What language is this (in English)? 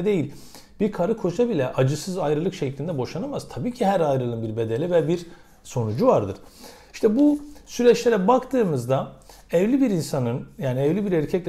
Turkish